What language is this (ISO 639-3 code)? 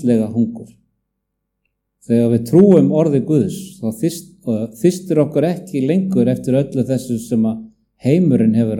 isl